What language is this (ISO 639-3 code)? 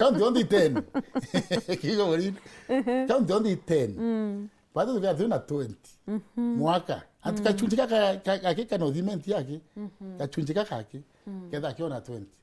mer